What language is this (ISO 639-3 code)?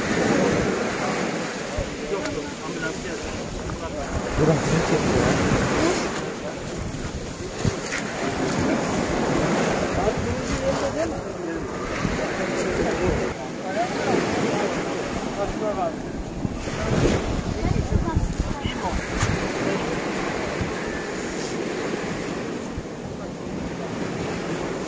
tur